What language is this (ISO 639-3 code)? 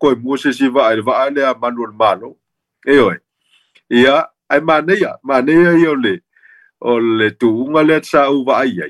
smo